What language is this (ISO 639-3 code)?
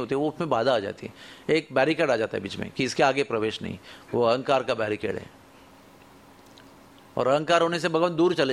hin